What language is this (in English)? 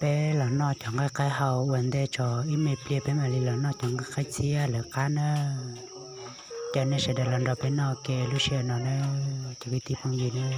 Hmong